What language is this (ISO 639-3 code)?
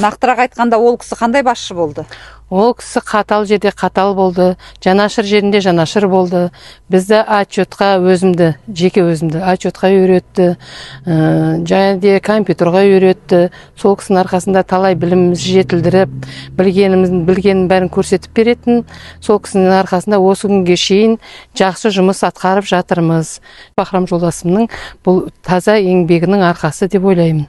kaz